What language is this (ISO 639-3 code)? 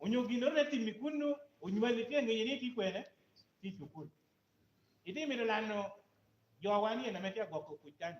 laj